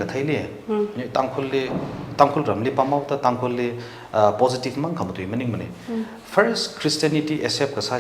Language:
Tangkhul Naga (India)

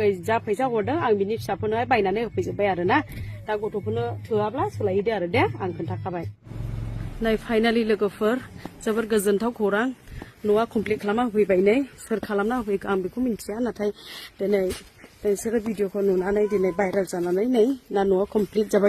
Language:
Bodo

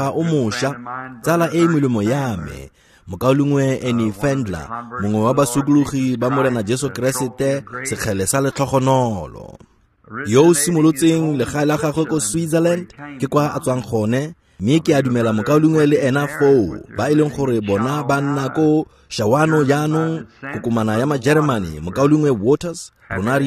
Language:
Tswana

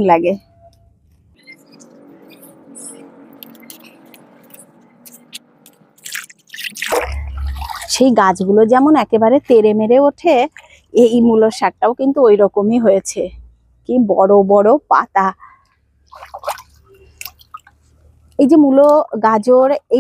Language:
Bangla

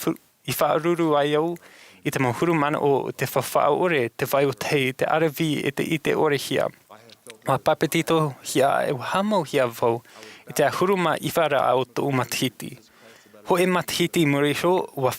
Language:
Tahitian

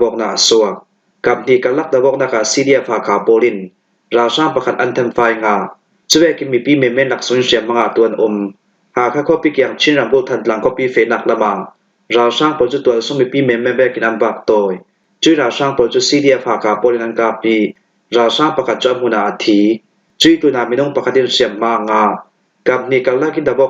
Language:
Falam Chin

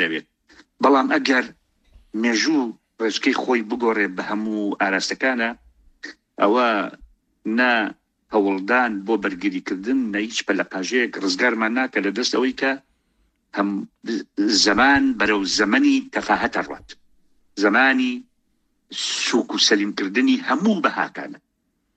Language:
Central Kurdish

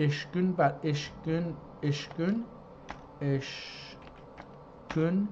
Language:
South Azerbaijani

